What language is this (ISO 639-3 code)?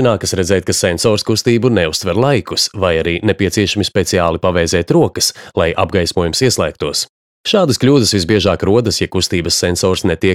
lav